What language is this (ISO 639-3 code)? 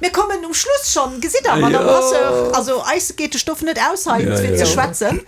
ltz